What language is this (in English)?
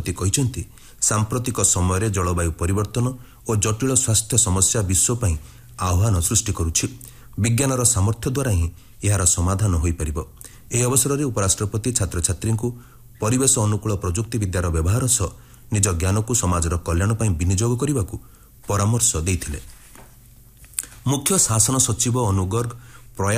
Odia